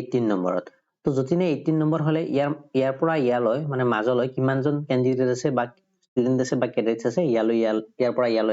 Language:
Assamese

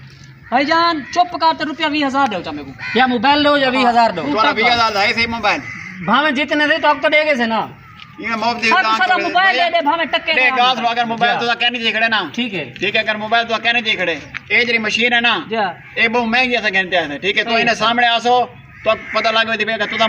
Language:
Saraiki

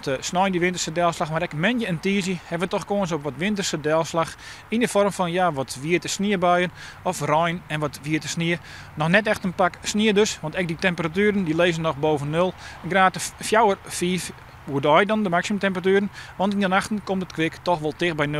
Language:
Western Frisian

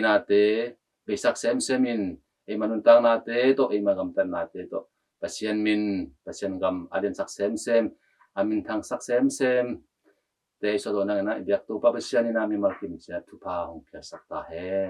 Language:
Tedim Chin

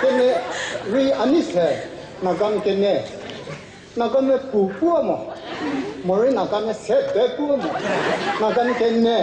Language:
Chokri Naga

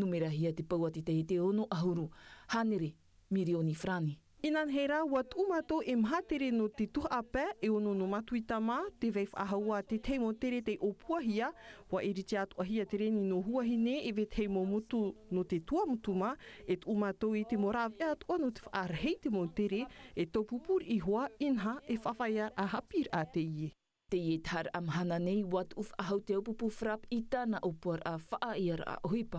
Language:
Tahitian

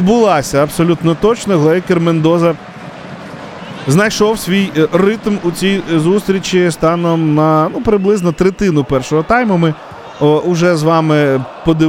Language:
Ukrainian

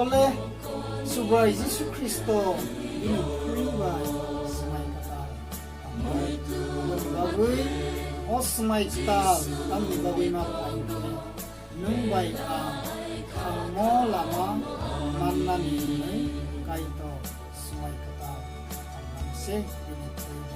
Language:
Kok Borok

